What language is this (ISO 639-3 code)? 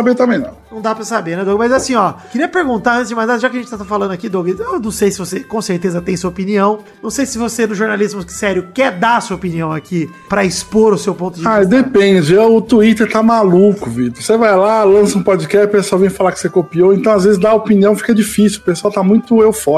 por